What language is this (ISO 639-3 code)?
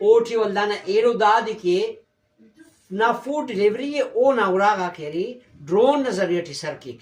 brh